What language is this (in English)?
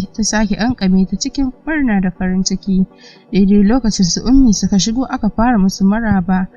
Hausa